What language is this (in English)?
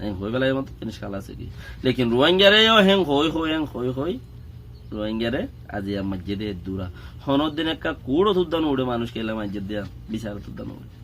Rohingya